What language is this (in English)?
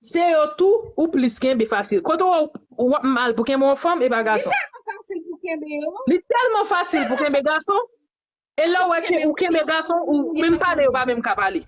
Haitian Creole